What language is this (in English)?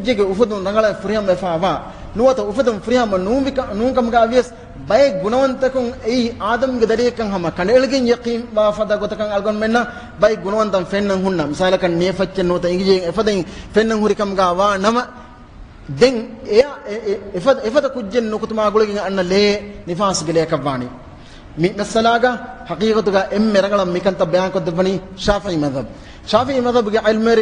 Divehi